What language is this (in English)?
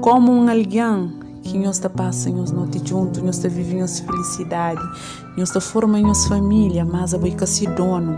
Kabuverdianu